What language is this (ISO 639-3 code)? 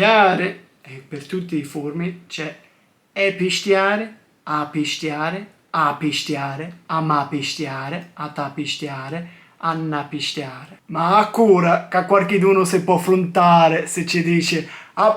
scn